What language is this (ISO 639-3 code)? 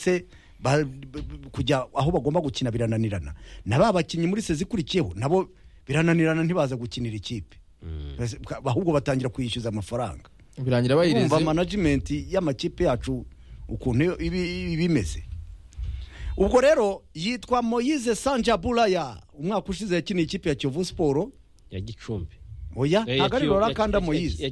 kin